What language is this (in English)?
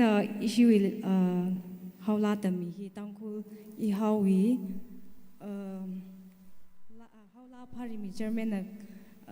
Tangkhul Naga (India)